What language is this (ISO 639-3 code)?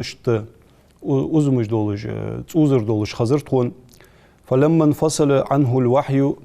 inh